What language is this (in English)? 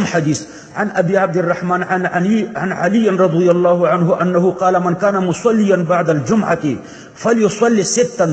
Pashto